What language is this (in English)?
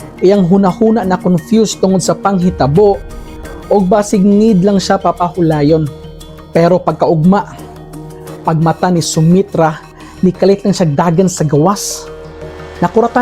Cebuano